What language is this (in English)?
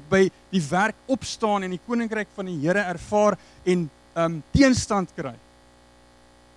Afrikaans